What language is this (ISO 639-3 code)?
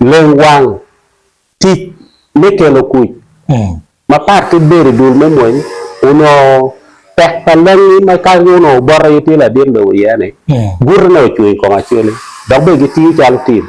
ach